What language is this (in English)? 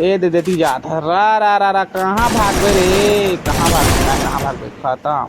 Chhattisgarhi